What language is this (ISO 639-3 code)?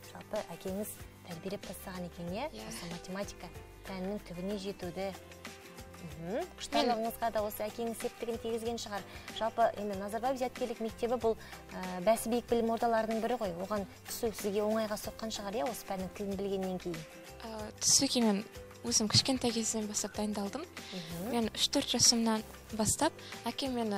kaz